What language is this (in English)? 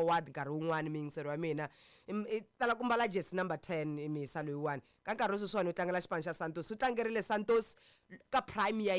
Tsonga